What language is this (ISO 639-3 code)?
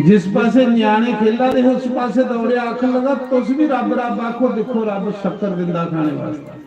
doi